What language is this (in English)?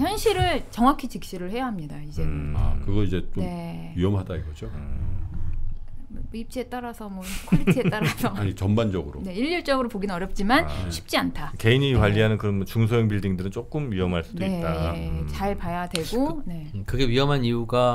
Korean